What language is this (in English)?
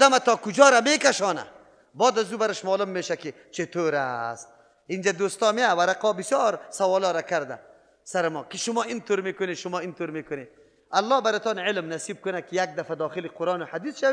Persian